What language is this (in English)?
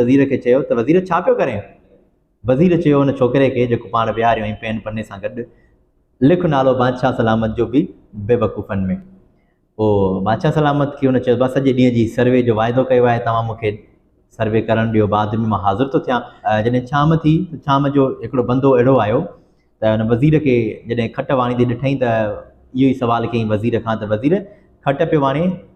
Sindhi